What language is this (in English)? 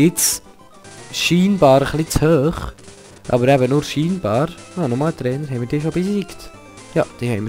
Swiss German